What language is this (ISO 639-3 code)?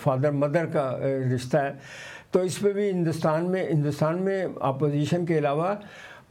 urd